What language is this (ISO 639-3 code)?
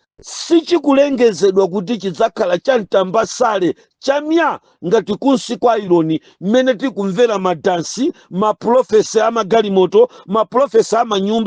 nya